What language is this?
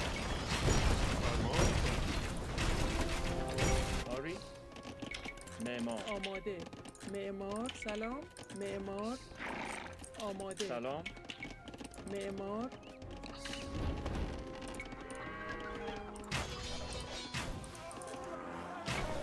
Persian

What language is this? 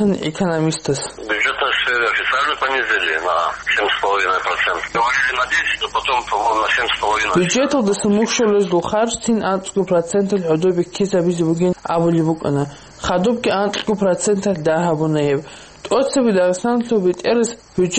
Avaric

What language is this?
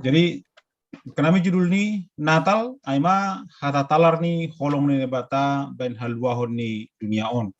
Batak Simalungun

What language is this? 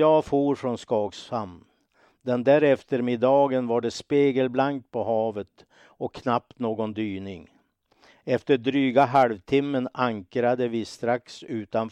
Swedish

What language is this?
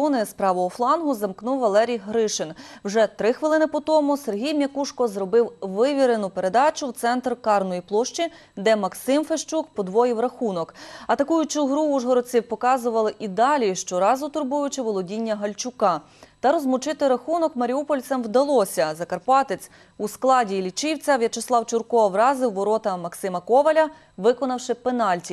Ukrainian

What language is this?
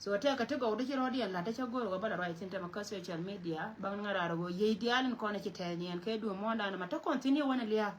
Nuer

